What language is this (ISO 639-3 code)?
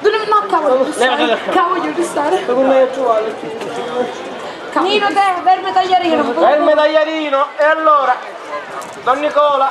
scn